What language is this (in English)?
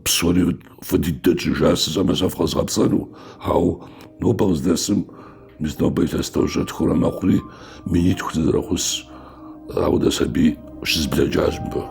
Kabardian